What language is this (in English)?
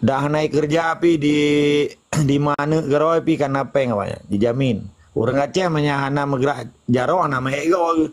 Achinese